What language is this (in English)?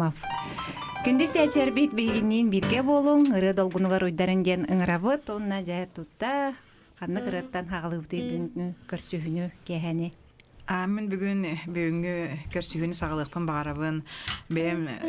Yakut